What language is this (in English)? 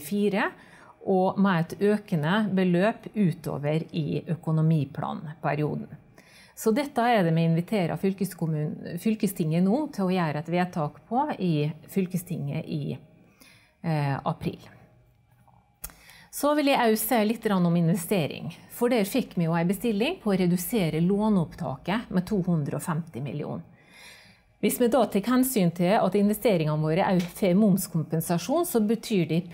Norwegian